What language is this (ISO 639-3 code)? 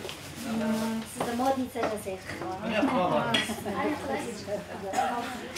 kaz